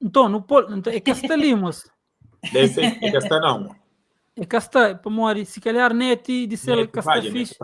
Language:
Kabuverdianu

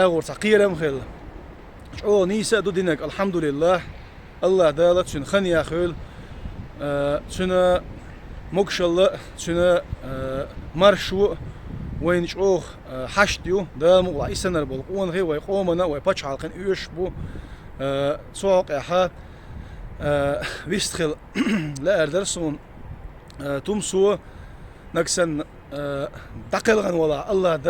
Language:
Chechen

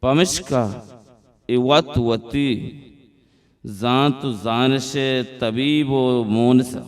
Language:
Baluchi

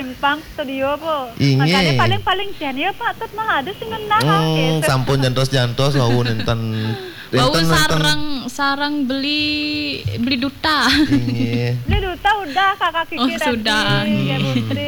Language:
Balinese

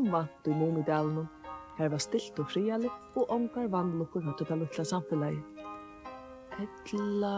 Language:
Faroese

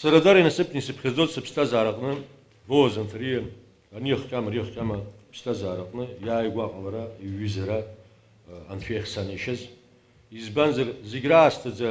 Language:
Abkhazian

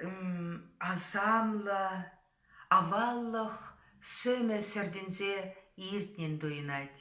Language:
Chuvash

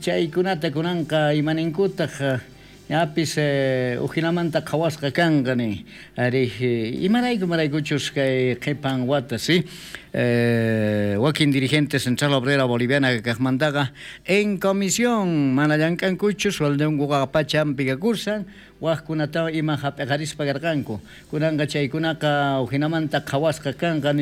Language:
South Bolivian Quechua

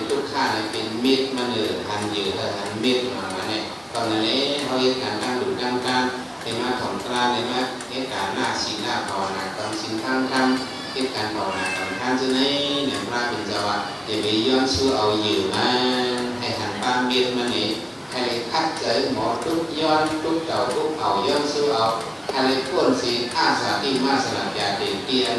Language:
Shan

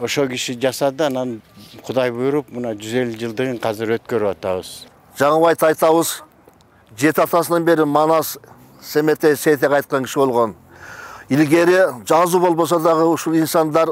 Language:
Kyrgyz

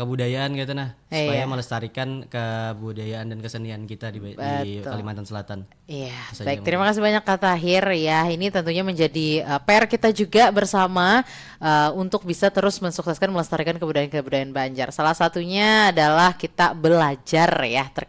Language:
Banjar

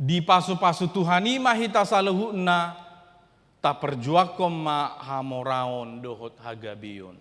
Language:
Batak Toba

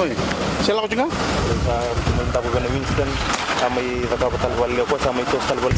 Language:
Fijian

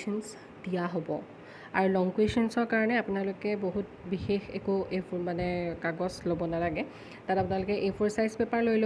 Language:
Assamese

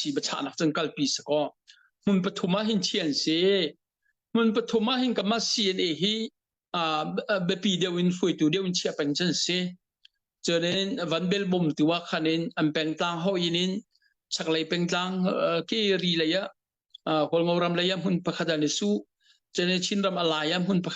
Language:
Hakha Chin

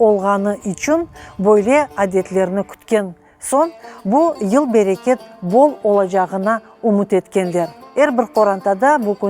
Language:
Crimean Tatar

